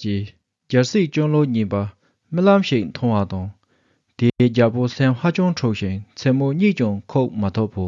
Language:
Tibetan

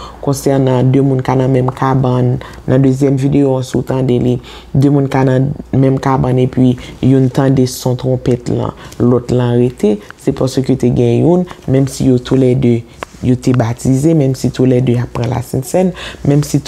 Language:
Haitian Creole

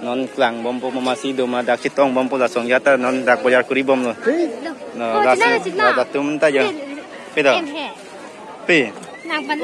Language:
Karbi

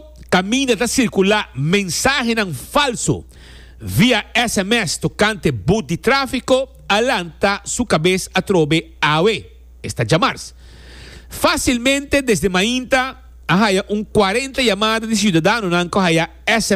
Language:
Papiamento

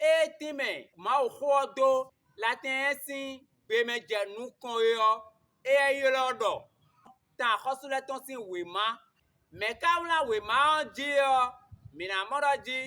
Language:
Fon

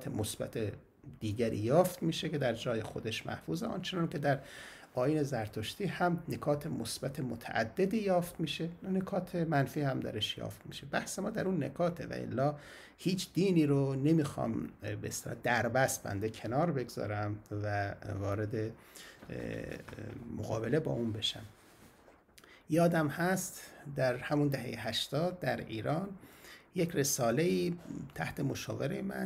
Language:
Persian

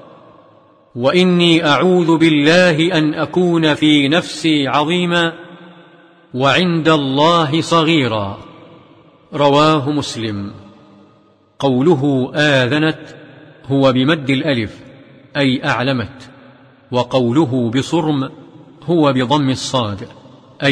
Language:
Arabic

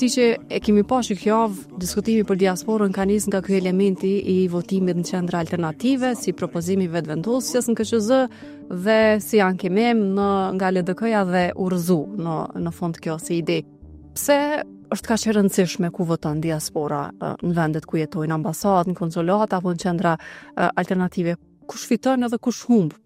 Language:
Albanian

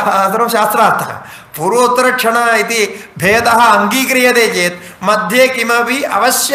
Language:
Sanskrit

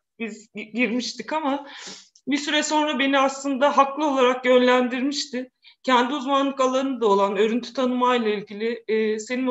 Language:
Turkish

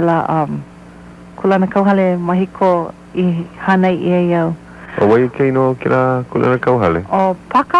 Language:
Hawaiian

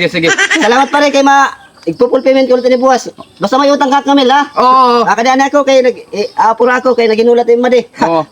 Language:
Waray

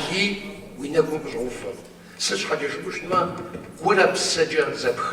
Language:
Kabardian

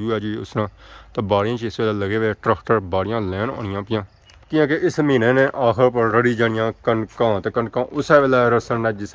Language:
Pahari-Potwari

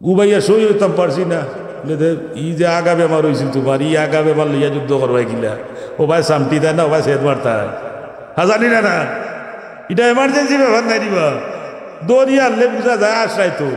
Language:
Sylheti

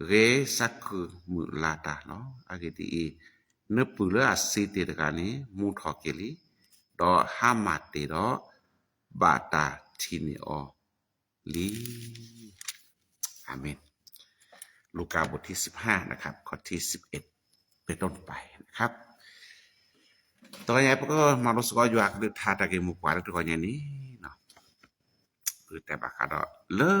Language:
S'gaw Karen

